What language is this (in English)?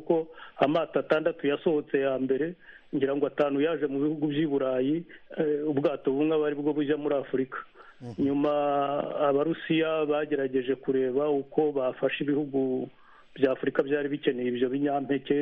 Kinyarwanda